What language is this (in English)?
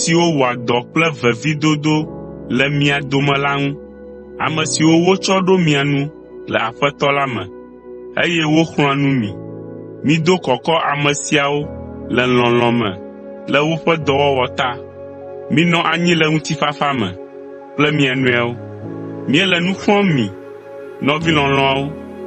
Ewe